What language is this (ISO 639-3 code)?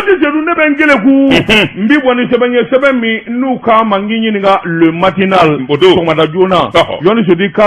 bam